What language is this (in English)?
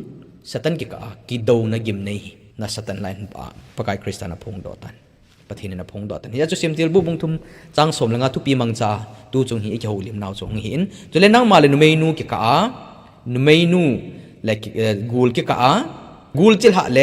Thado Chin